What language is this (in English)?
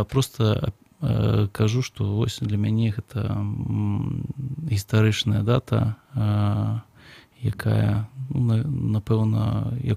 Belarusian